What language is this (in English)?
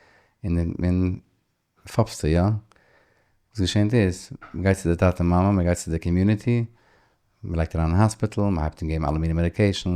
Yiddish